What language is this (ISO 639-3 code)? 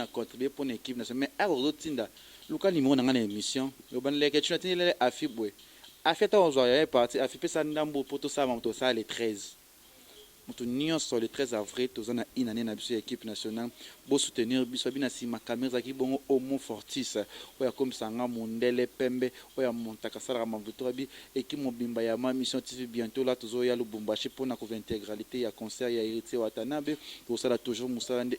lin